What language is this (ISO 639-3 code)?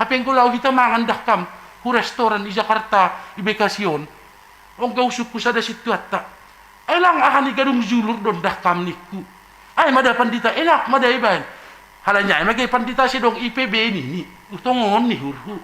bts